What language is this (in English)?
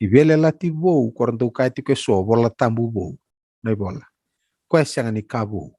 Fijian